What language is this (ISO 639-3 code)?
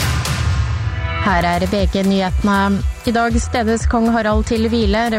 nor